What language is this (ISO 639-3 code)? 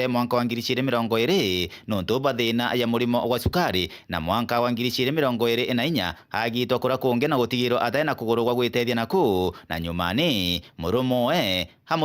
mer